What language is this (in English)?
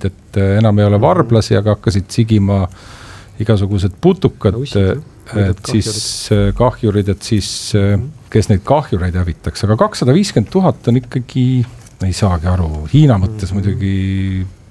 Estonian